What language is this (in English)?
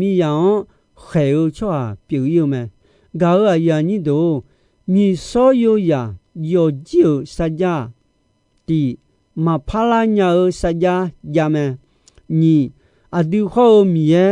Akha